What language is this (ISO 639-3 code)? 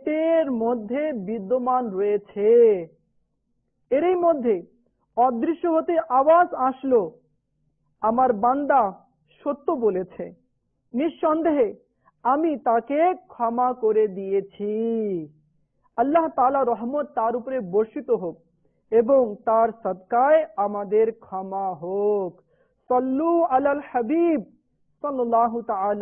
ben